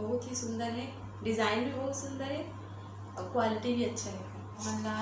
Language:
Chhattisgarhi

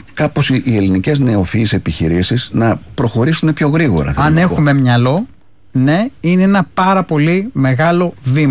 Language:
Greek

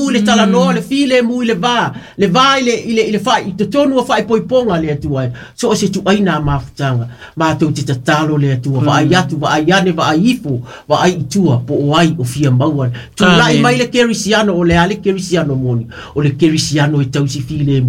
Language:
Samoan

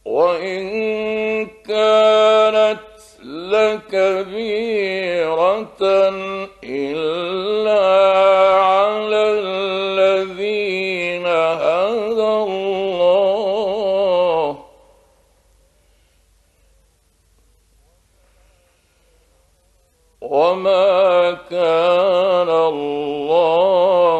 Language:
Arabic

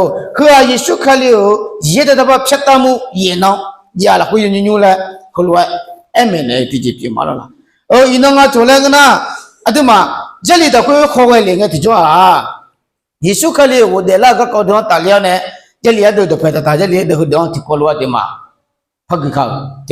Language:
Akha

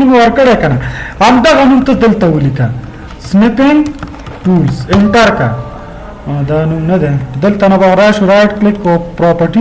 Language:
Pashto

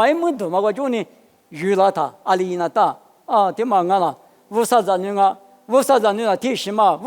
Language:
Lisu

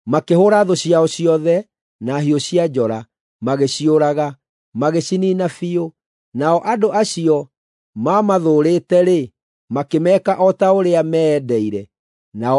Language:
Kikuyu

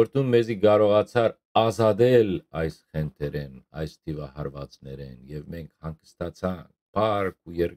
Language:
Western Armenian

